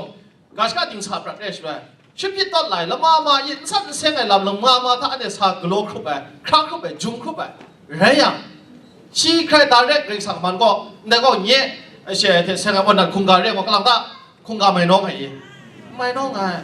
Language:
Kachin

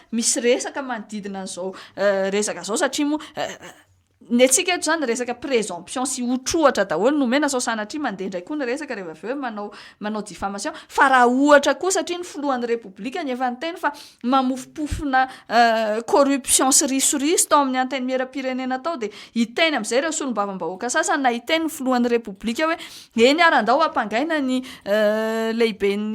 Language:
Malagasy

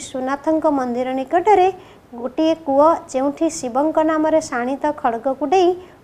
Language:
Odia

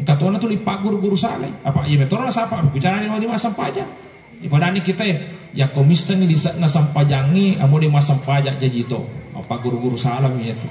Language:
Buginese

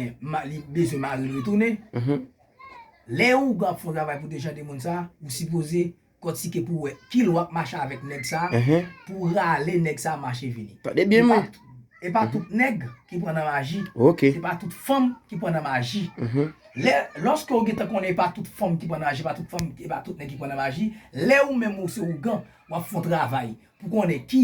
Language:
Haitian Creole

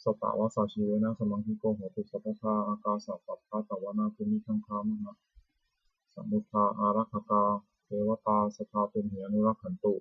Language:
Pali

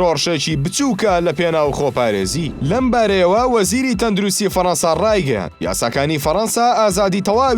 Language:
Central Kurdish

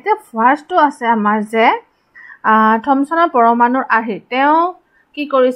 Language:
Assamese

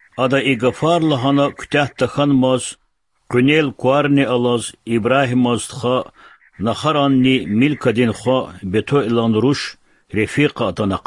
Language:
Lezghian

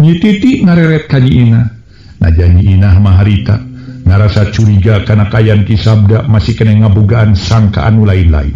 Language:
Sundanese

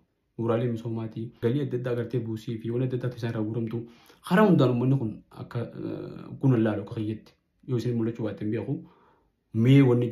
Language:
Oromo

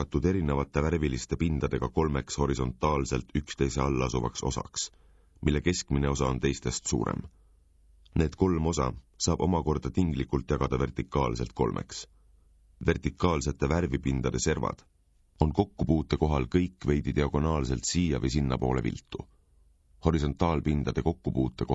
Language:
Estonian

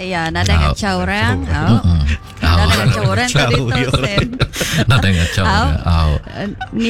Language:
Iban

